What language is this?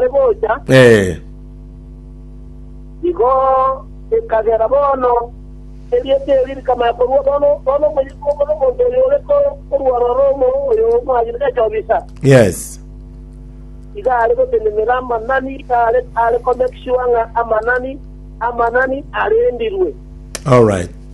Gusii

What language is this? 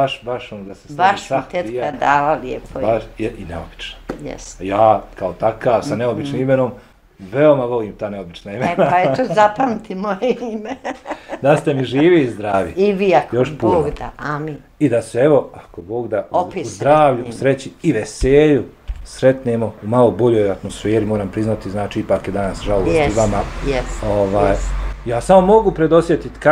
Bosnian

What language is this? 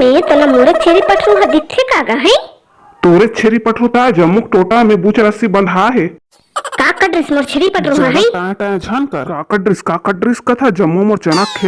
Chhattisgarhi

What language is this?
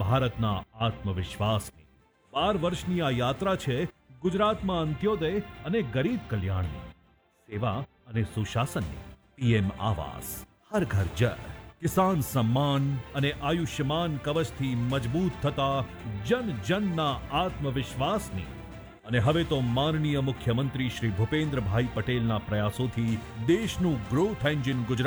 Gujarati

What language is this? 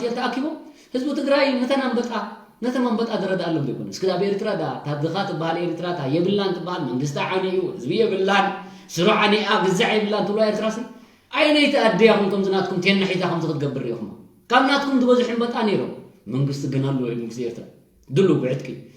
Tigrinya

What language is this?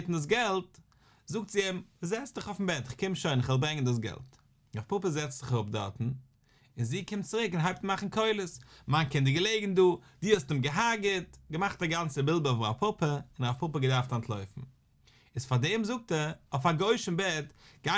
Yiddish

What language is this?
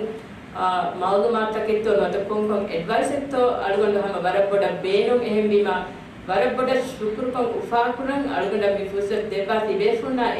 Divehi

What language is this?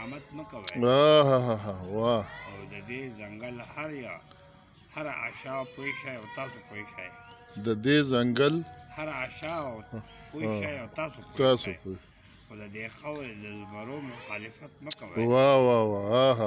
Pashto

